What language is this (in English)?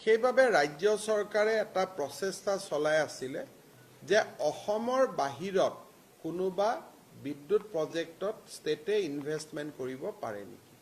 Assamese